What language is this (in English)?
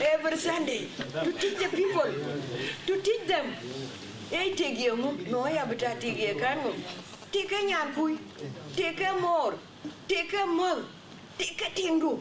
Dinka